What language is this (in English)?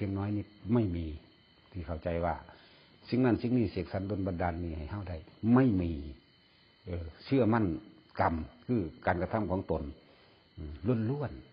Northeastern Thai